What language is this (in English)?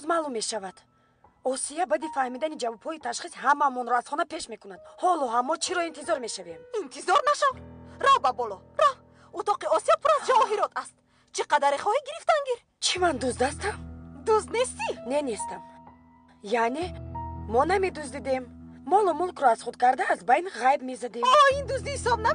Tajik